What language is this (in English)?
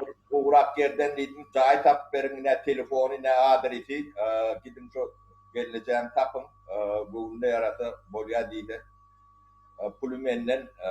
Turkmen